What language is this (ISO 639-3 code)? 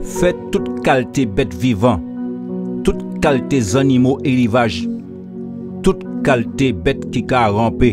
gcf